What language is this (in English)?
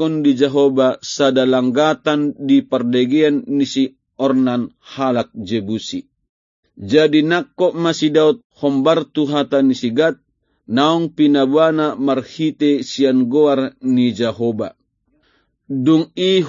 Batak Toba